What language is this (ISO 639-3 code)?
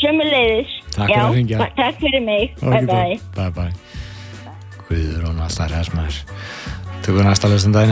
isl